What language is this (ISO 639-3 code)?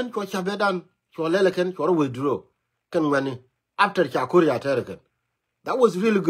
nus